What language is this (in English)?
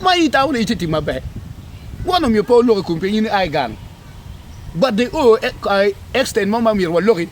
Acoli